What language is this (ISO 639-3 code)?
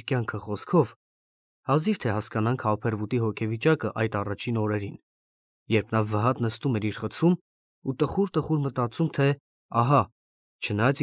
hye